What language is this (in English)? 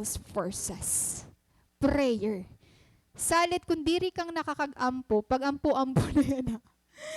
Waray